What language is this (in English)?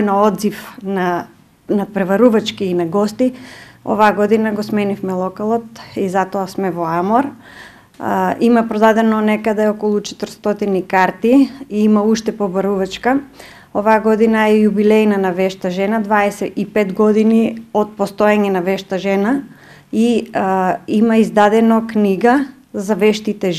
Macedonian